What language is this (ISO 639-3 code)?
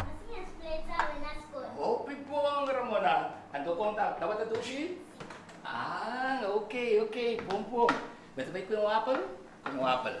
pap